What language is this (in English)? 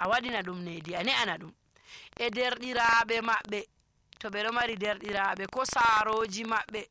Nigerian Fulfulde